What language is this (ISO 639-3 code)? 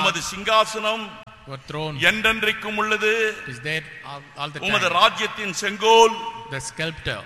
tam